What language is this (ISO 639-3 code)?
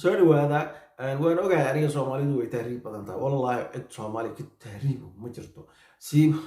som